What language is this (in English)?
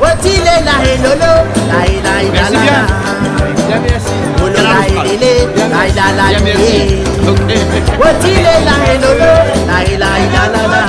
Réunion Creole French